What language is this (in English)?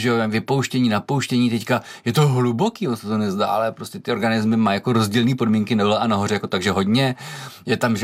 Czech